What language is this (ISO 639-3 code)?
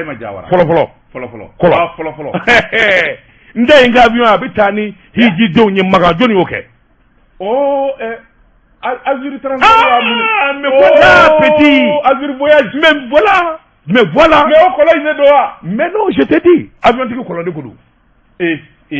bam